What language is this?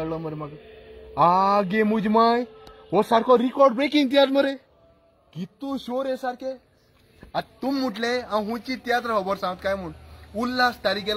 Konkani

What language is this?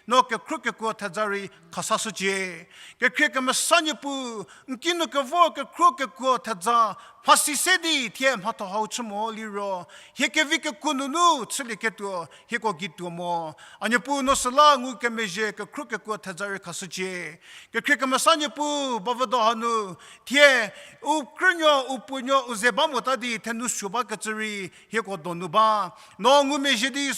Angami Naga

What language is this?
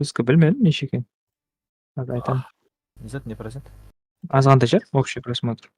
Kara-Kalpak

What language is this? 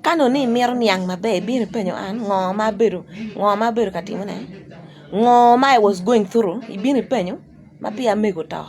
Acoli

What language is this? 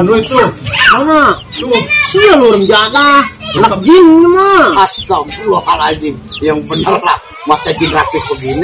Betawi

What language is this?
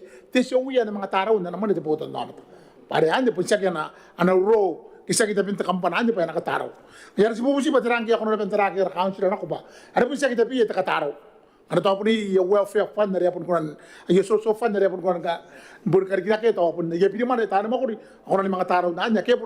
Gilbertese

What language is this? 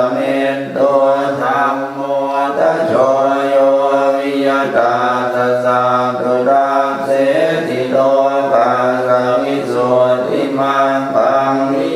Pali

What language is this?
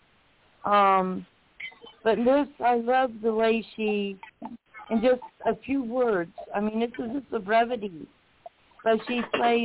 English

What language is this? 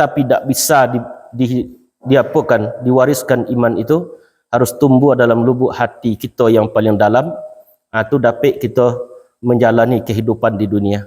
Minangkabau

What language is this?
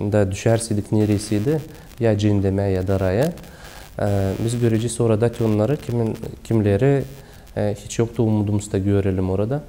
Gagauz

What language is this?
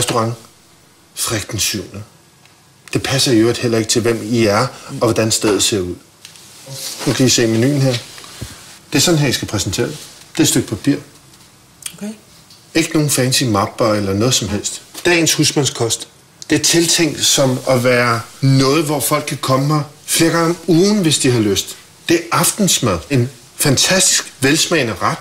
Danish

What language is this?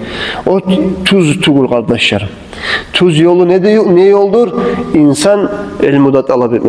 Kumyk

